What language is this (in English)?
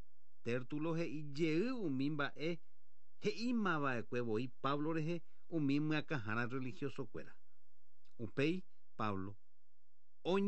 Guarani